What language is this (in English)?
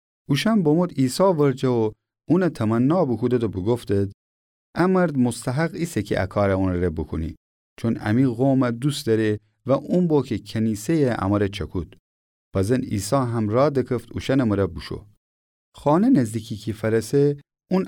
Gilaki